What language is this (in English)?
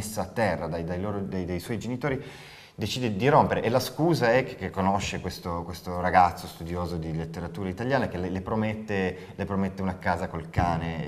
Italian